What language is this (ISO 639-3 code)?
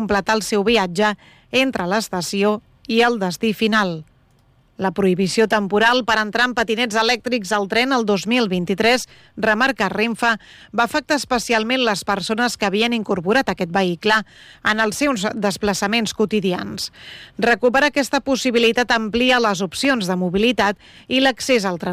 cat